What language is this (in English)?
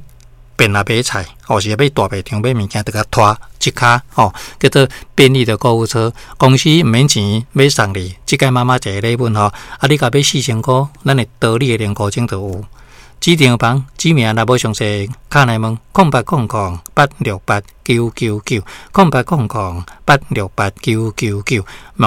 Min Nan Chinese